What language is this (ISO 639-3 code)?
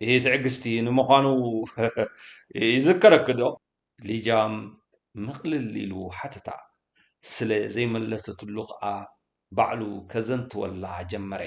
tir